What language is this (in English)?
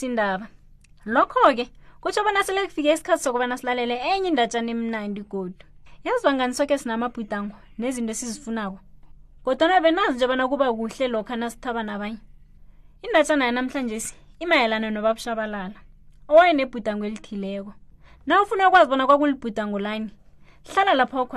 South Ndebele